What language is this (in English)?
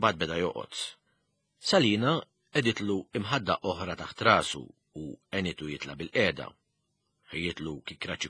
Maltese